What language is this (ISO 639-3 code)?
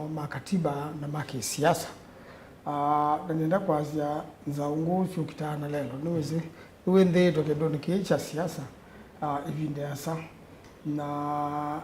kam